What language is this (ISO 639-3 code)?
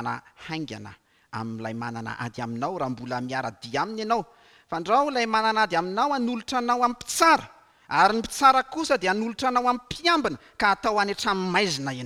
mlg